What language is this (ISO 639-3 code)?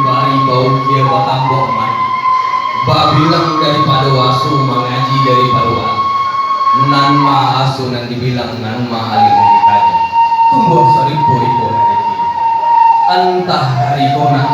min